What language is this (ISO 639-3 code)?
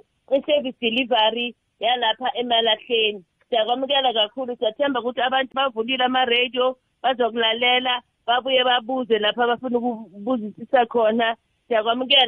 nbl